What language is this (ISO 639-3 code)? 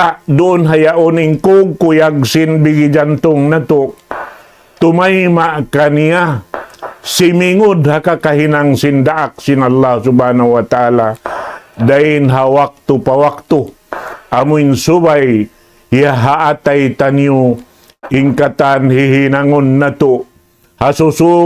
tsg